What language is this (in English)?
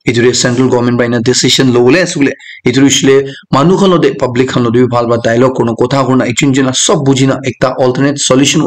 Naga Pidgin